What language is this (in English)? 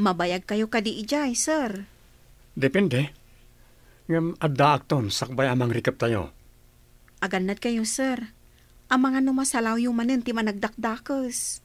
Iloko